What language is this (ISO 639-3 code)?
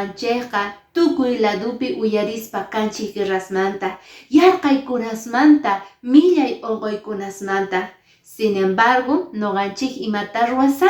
que